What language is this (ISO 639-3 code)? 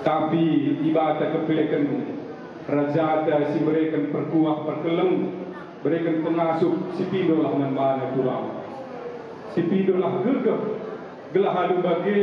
btx